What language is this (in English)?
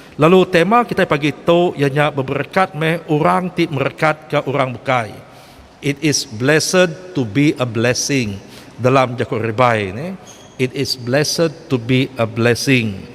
Iban